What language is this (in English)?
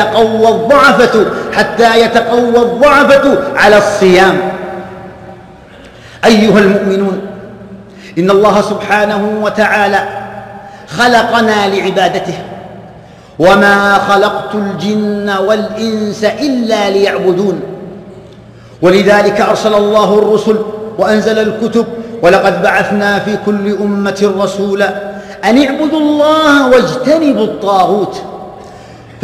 Arabic